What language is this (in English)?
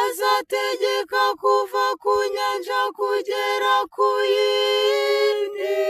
Kinyarwanda